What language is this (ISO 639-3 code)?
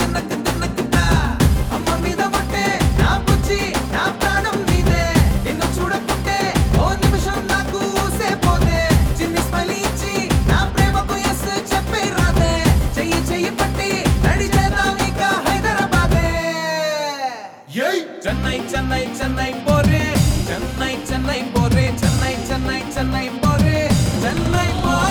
tel